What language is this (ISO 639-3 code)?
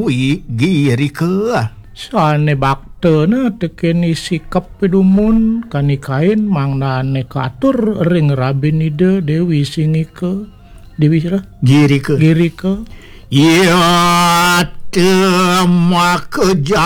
ban